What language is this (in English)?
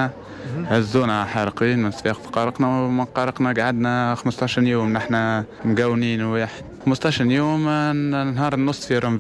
Tunisian Arabic